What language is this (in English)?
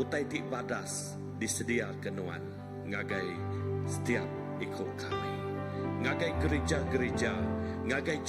Iban